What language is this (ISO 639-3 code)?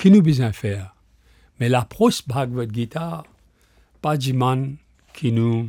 mfe